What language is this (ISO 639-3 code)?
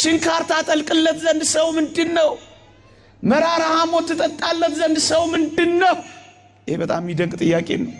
amh